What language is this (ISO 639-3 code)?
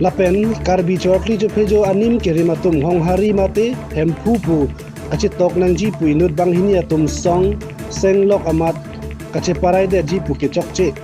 mjw